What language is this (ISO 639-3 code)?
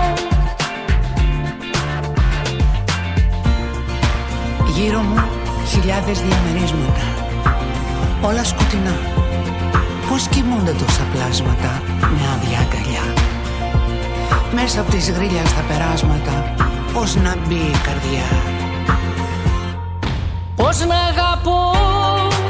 ell